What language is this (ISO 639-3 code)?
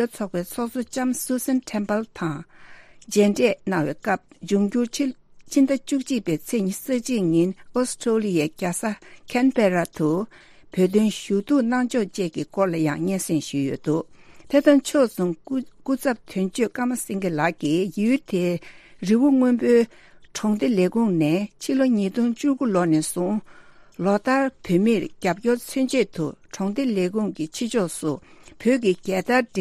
bod